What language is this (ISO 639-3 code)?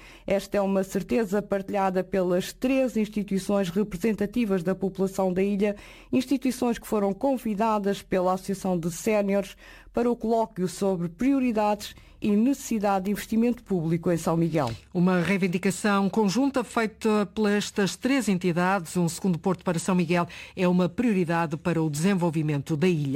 por